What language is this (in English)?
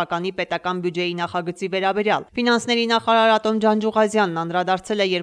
Armenian